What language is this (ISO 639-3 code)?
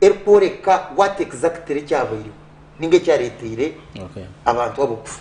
nyn